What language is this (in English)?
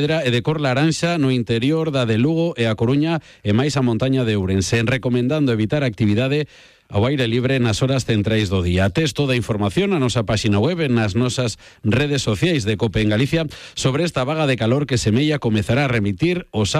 Galician